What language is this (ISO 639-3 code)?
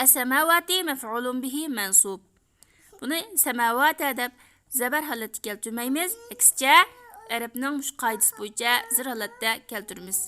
uig